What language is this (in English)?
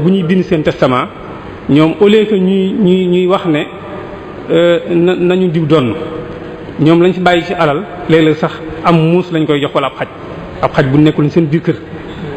Wolof